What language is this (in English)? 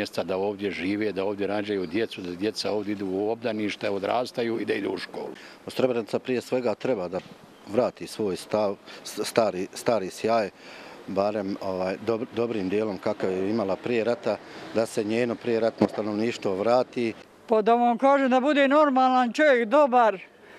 Bosnian